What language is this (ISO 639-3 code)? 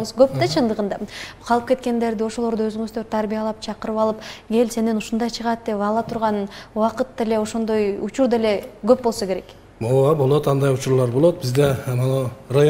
kir